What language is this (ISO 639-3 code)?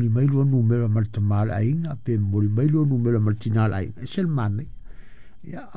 smo